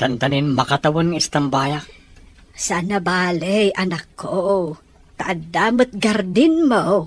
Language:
Iloko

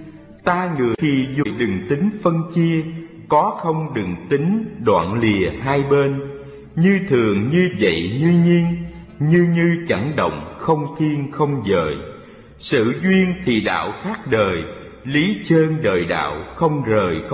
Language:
Vietnamese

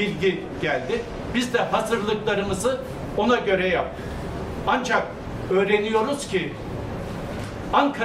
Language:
Turkish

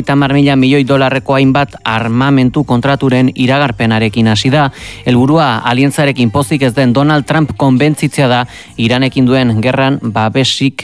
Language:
Basque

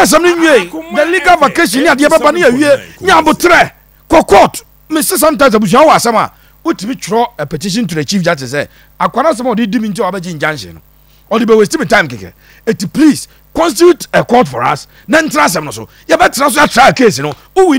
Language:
Akan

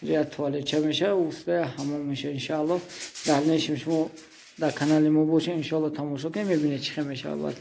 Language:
Tajik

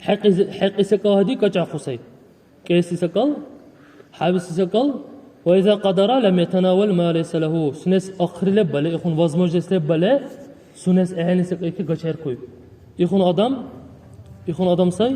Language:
Dargwa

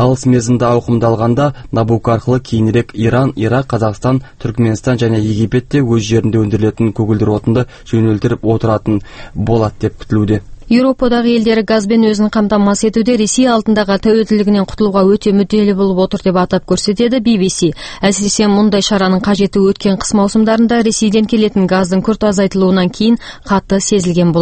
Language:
Kazakh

